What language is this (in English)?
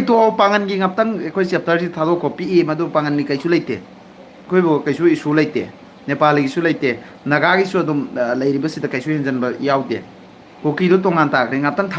Manipuri